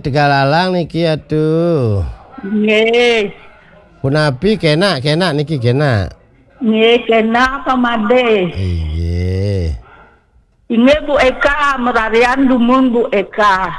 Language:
Balinese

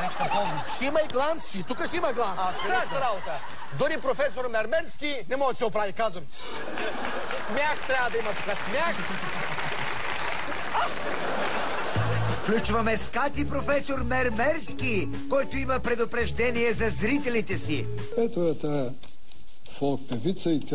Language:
Bulgarian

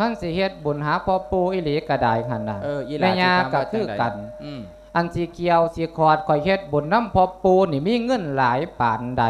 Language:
Lao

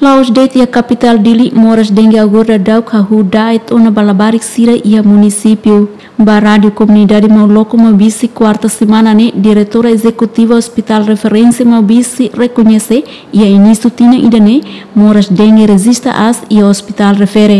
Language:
Tetum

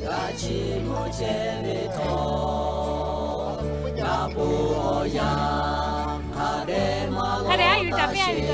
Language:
Lahu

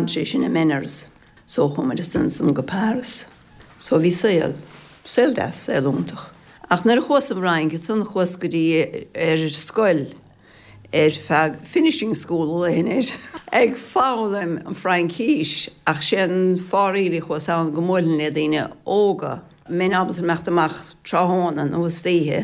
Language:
Irish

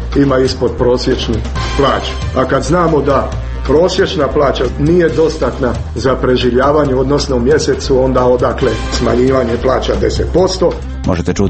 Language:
Croatian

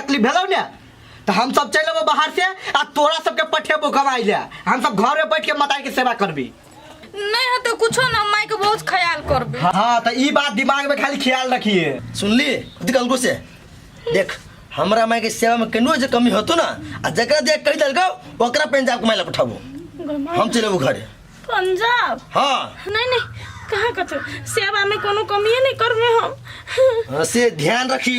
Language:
Maithili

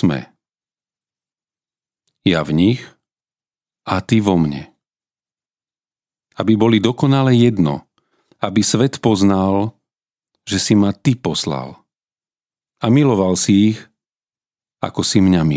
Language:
Slovak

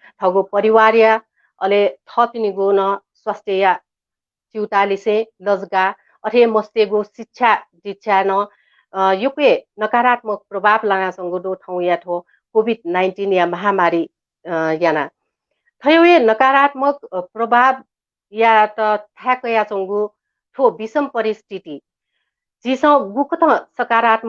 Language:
Newari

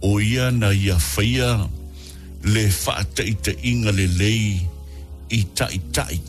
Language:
Samoan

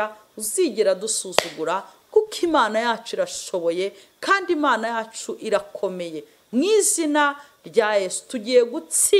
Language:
Kinyarwanda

